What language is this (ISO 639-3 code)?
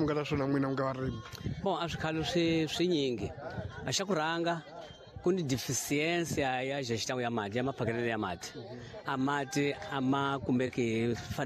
tso